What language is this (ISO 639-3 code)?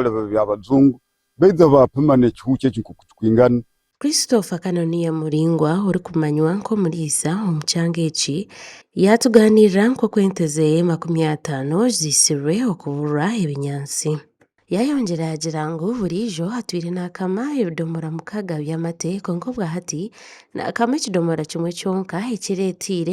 nyn